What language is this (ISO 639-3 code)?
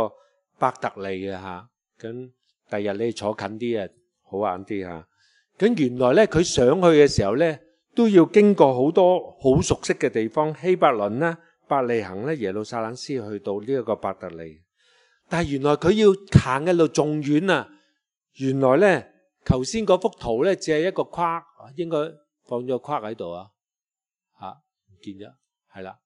yue